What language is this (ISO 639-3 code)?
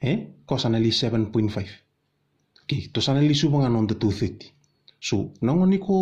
fij